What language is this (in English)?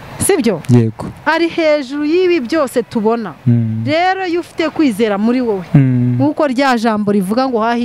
Kinyarwanda